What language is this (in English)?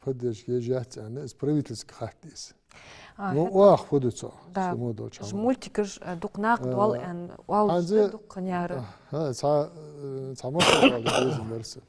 Ingush